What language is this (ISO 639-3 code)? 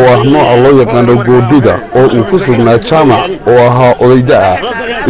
som